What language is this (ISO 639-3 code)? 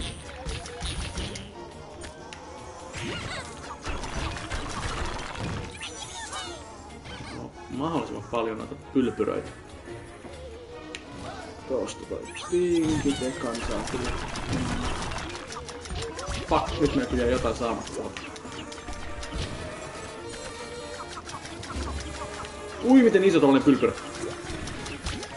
fin